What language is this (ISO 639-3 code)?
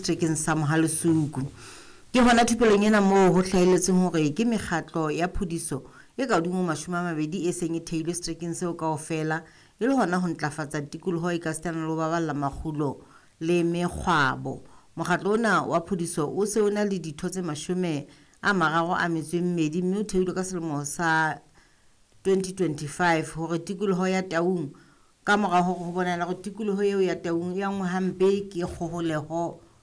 sot